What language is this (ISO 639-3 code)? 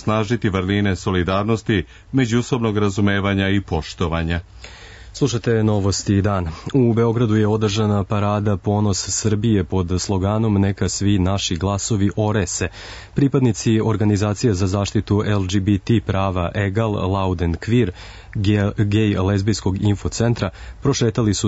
srp